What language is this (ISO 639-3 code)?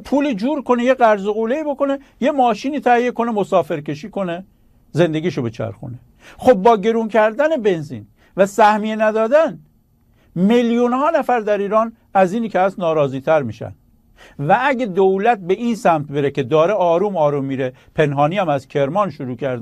fas